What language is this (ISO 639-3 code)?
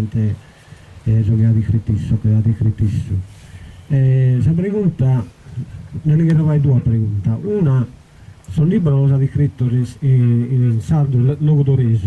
srd